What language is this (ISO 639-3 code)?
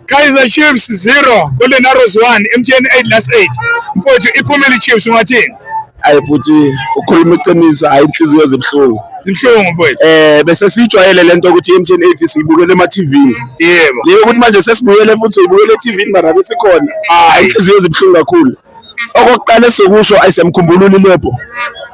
zul